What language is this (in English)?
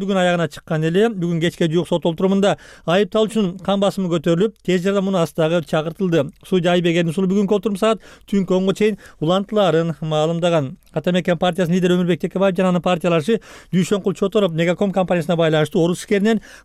Kyrgyz